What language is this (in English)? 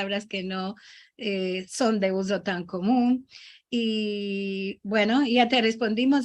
Ladino